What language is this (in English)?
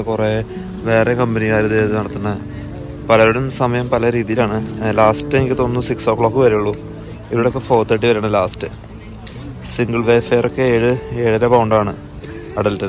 Malayalam